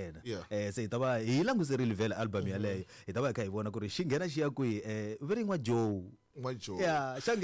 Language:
Tsonga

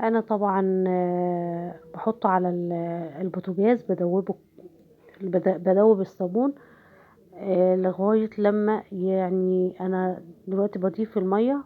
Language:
Egyptian Arabic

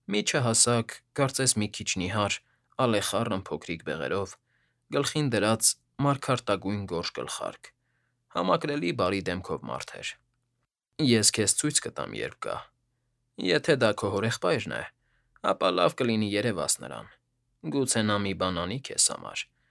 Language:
Armenian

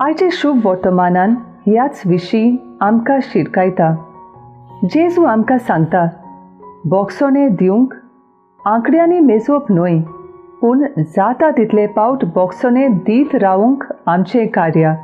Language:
Konkani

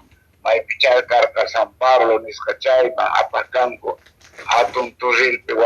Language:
Quechua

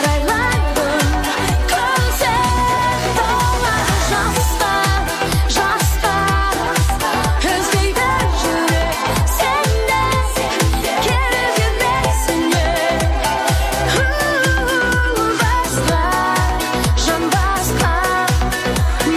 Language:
Kazakh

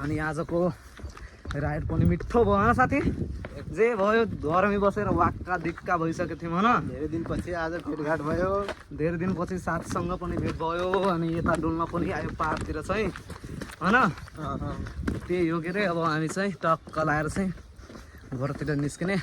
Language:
Nepali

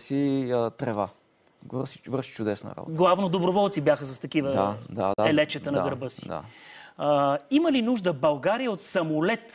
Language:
Bulgarian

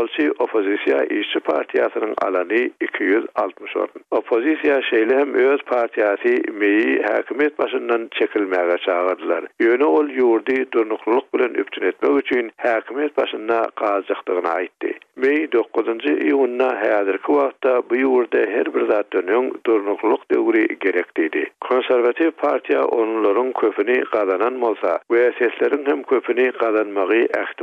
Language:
Turkmen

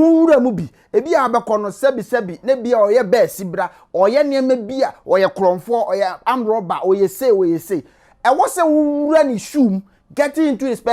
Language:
Akan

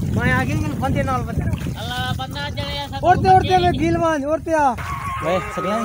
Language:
Saraiki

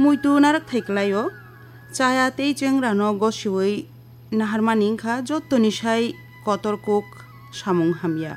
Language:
Kok Borok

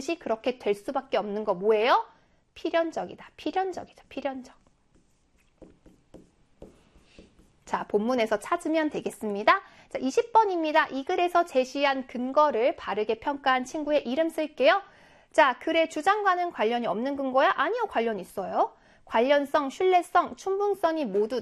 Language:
Korean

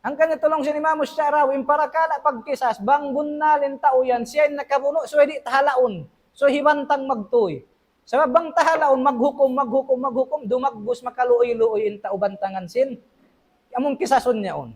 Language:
Tausug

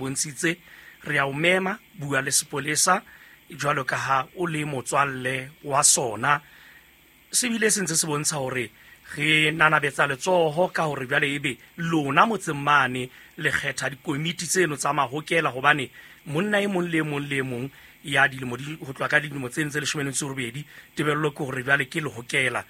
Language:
Southern Sotho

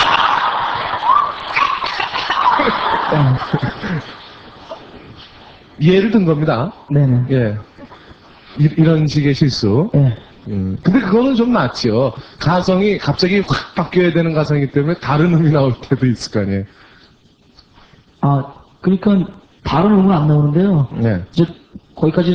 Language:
Korean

